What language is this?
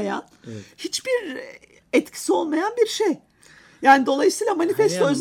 Turkish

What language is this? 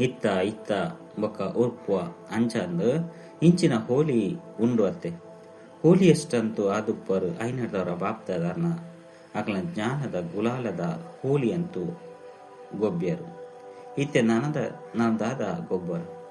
Tulu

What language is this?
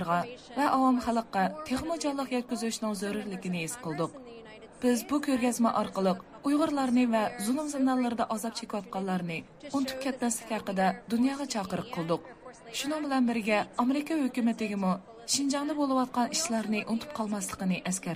Uyghur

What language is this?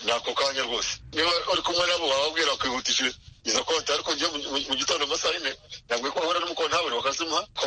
Kinyarwanda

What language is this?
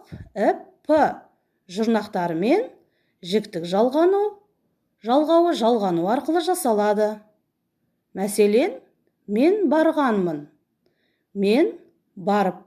Kazakh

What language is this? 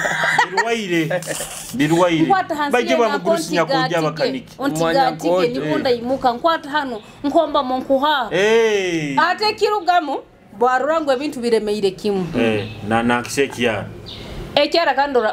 Nyoro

